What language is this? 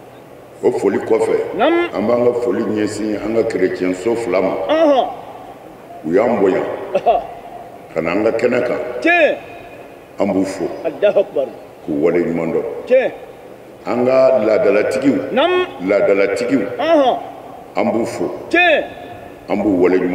Bambara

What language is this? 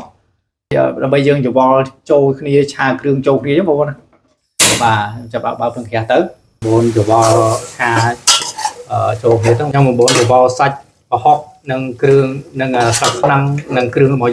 Khmer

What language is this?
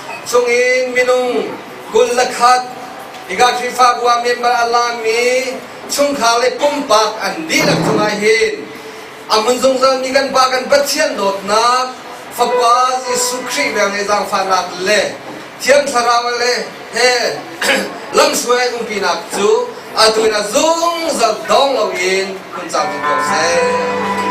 Hakha Chin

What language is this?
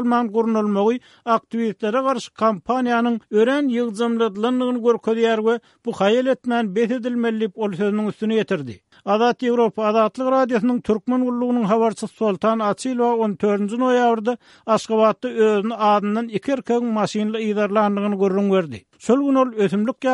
Turkmen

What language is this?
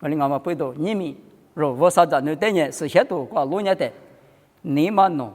Lisu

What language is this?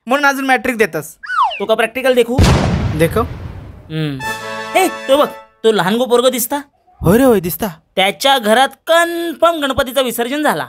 Konkani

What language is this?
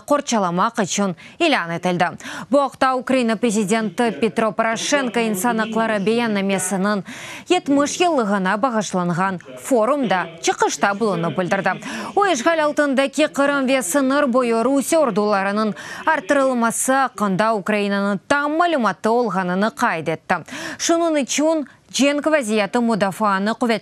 Crimean Tatar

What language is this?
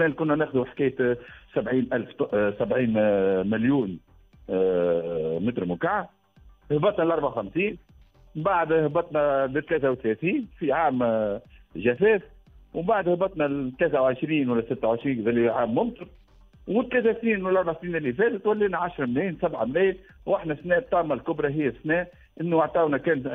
Tunisian Arabic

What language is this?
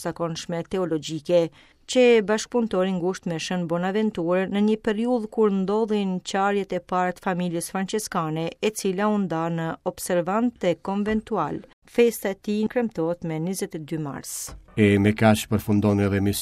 Albanian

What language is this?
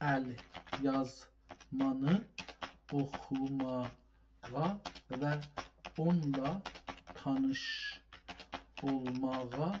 South Azerbaijani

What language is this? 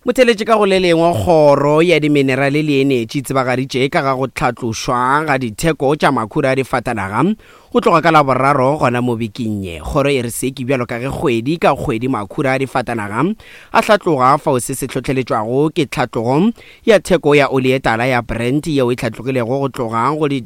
Northern Sotho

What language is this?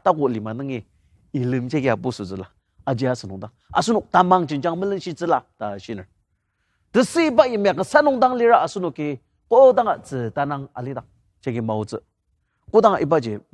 Ao Naga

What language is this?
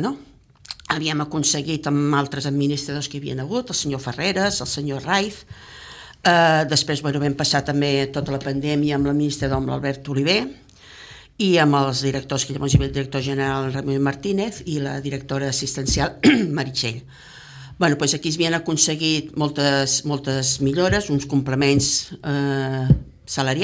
Catalan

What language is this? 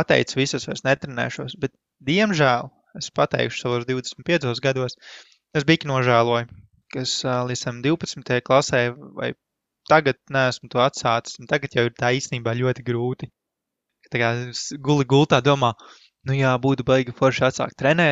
Latvian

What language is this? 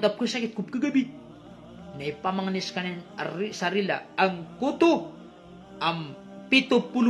Maranao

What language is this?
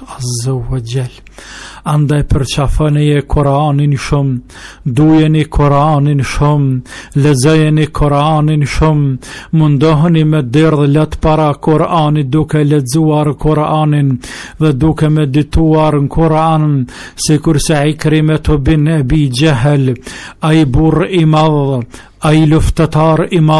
Albanian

